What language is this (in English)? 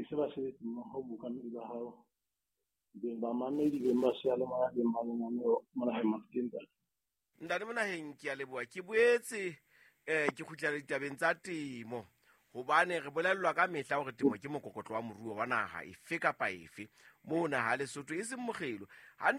Southern Sotho